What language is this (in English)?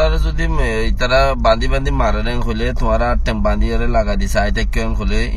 Rohingya